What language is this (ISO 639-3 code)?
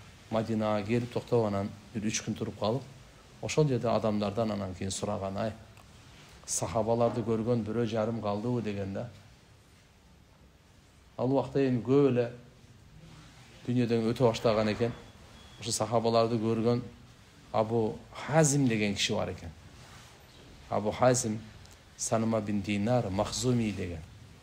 kir